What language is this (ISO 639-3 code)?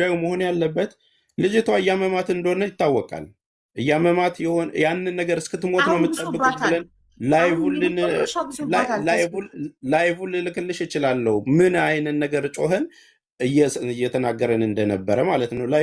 amh